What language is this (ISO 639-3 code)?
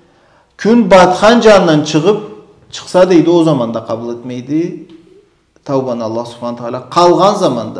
krc